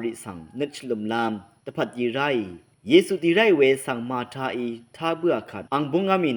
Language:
Rawang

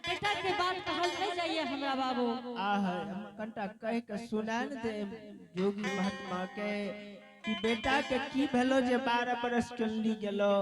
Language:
Angika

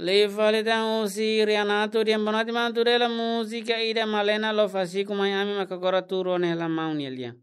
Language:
Tetum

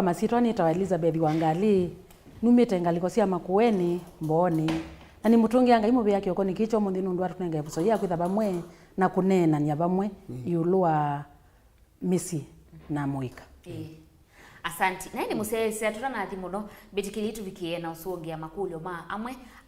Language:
Kamba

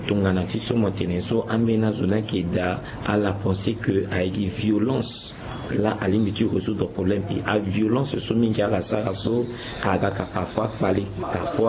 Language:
Sango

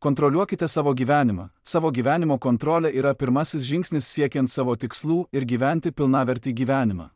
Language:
Lithuanian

